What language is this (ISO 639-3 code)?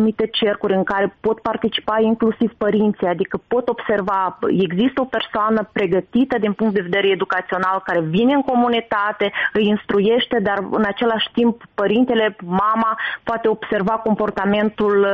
ron